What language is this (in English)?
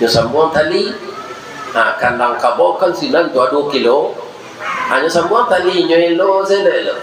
Minangkabau